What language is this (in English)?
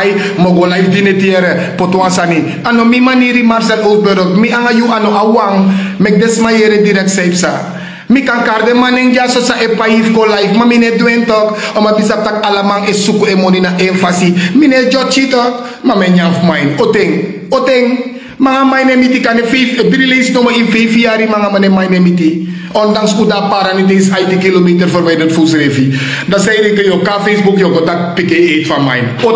Sranan Tongo